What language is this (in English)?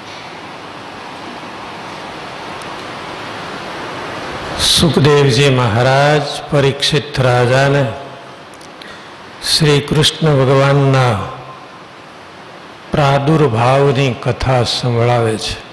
Gujarati